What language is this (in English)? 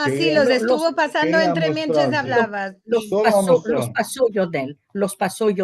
Ladino